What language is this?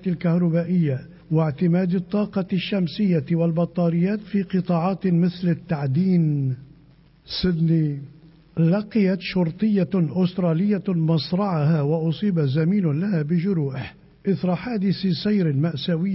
Arabic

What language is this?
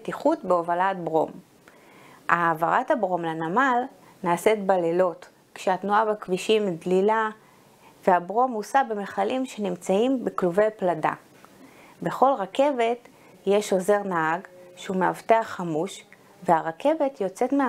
Hebrew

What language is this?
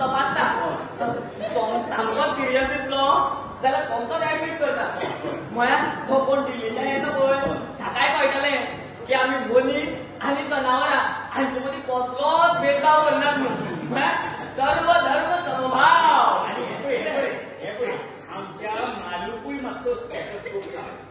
Konkani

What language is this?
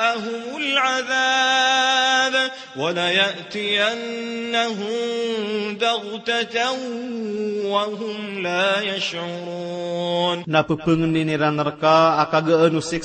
Maranao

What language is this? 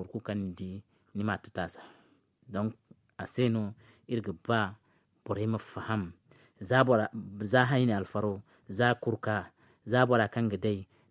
Zarma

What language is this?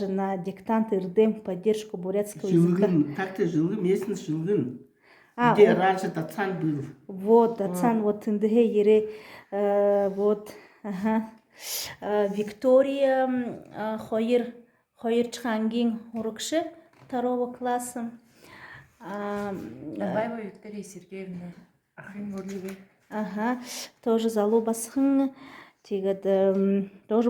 Buriat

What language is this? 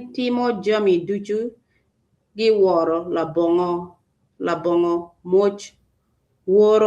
Acoli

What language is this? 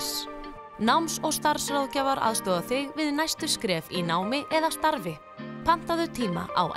Icelandic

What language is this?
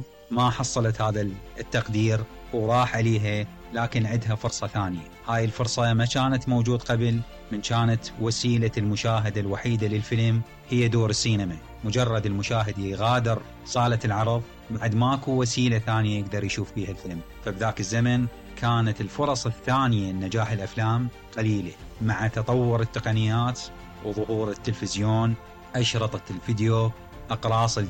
Mesopotamian Arabic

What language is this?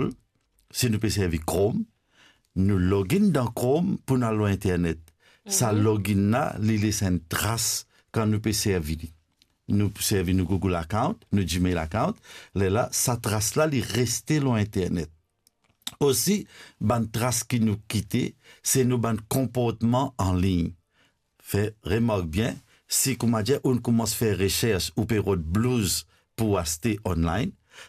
Morisyen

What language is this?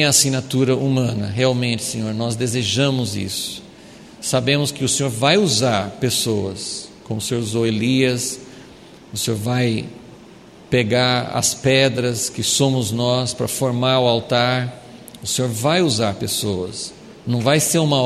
Portuguese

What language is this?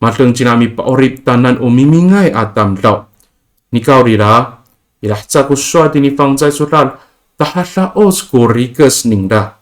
Amis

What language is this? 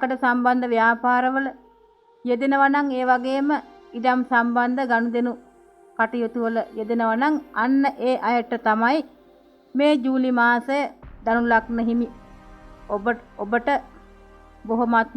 Sinhala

